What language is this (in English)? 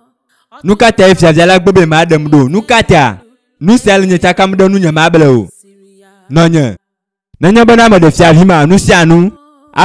Ewe